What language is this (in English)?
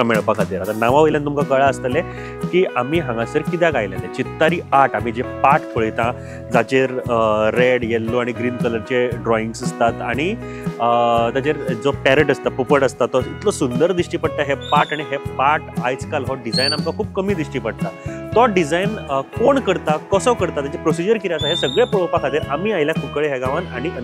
Konkani